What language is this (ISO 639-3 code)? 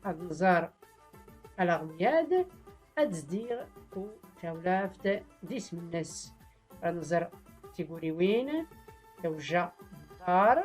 shi